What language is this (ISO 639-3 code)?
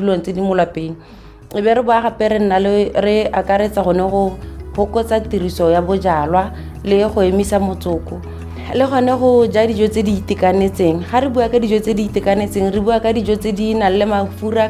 tsn